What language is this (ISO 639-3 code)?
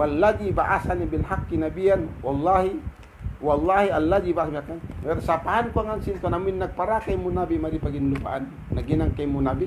tsg